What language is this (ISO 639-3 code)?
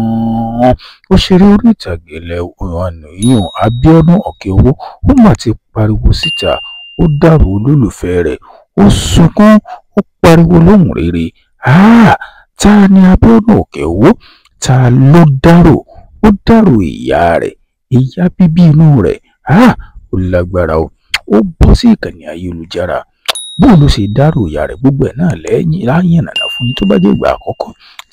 yor